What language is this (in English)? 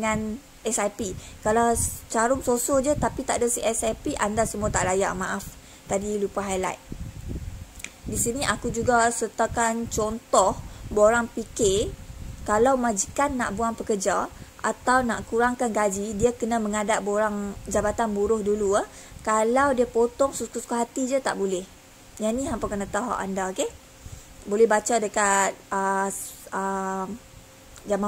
Malay